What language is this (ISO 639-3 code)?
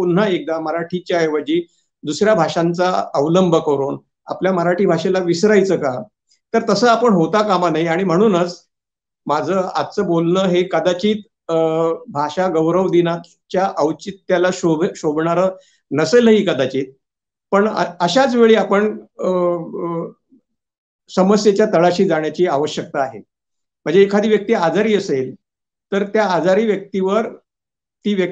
mar